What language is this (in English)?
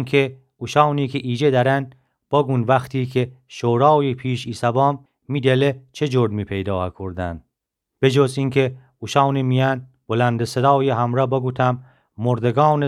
Gilaki